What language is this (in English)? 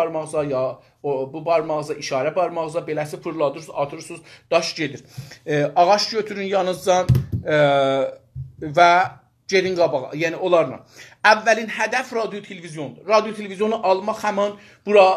South Azerbaijani